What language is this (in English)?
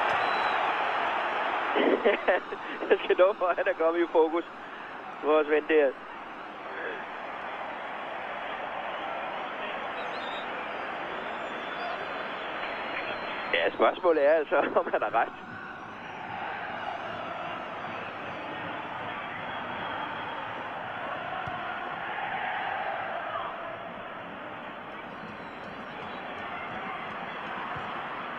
Danish